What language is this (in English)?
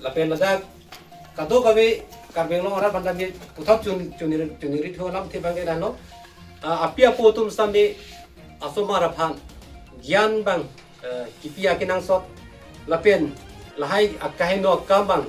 Karbi